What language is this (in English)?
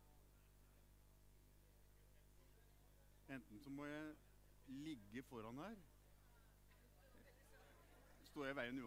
Norwegian